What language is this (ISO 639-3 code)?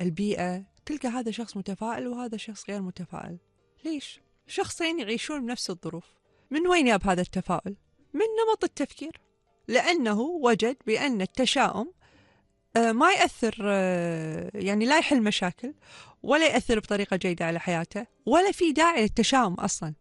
afb